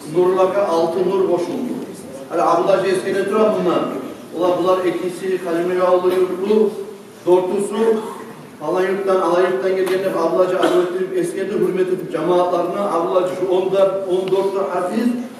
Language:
Kumyk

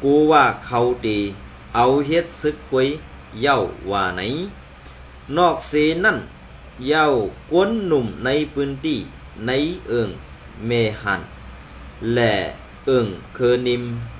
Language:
Shan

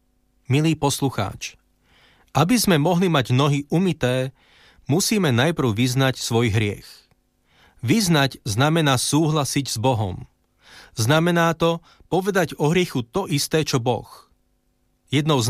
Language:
Slovak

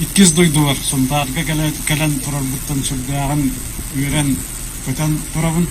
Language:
Yakut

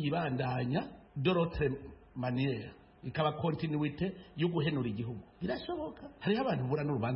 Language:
Kinyarwanda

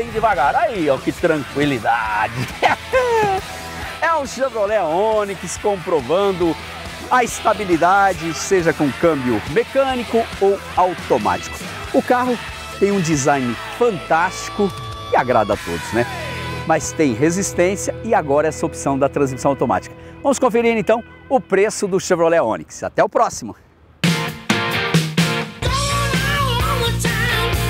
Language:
Portuguese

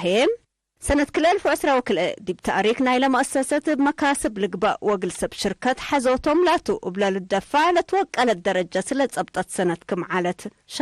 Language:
Tigre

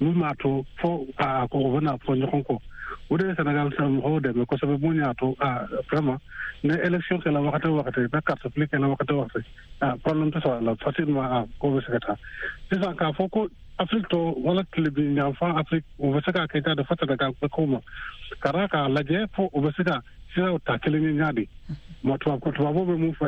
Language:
Bambara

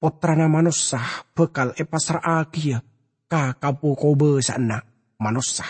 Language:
Madurese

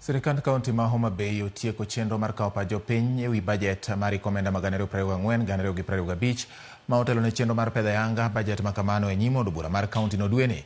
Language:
Luo (Kenya and Tanzania)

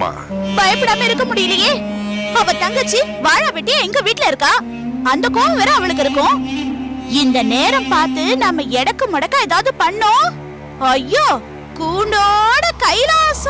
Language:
Tamil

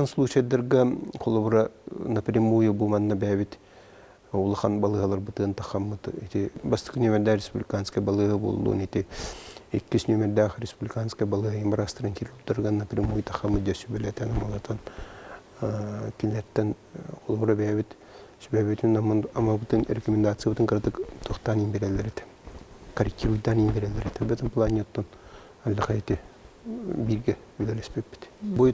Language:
Yakut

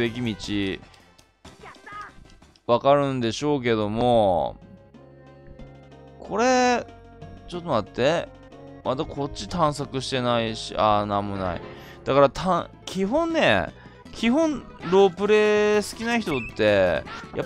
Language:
Japanese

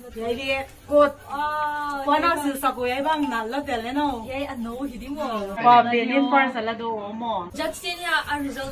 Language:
Paite Chin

